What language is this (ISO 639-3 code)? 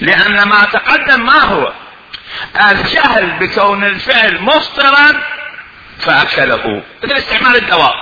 acm